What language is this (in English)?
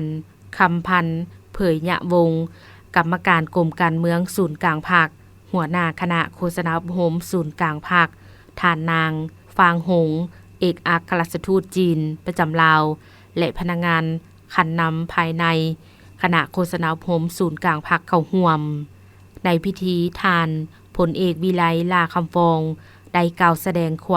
Lao